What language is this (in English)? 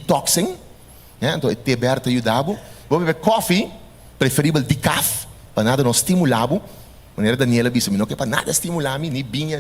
Papiamento